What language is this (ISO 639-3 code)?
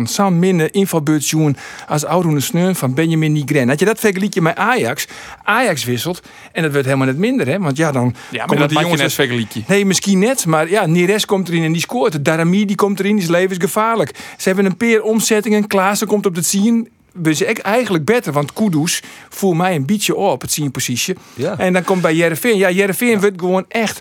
fry